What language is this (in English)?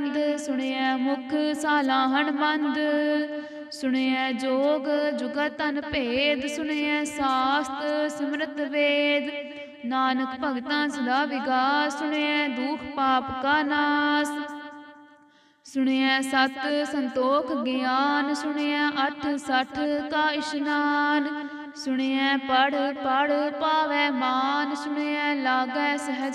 Punjabi